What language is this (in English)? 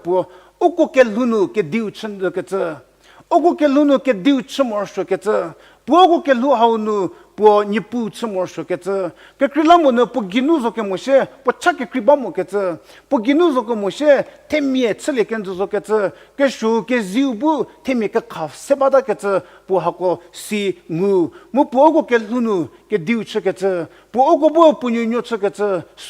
Angami Naga